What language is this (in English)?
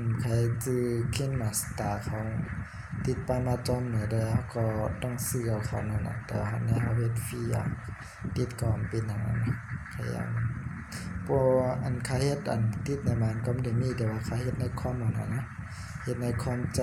Shan